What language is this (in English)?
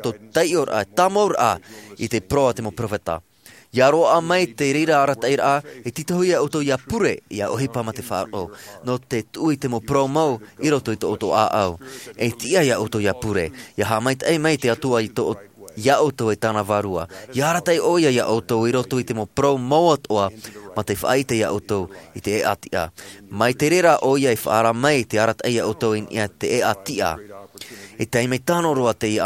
Tahitian